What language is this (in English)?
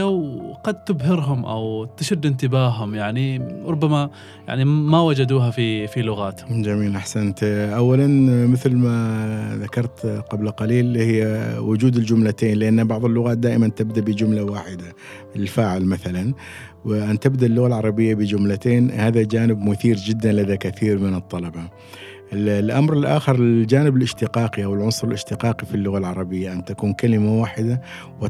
Gulf Arabic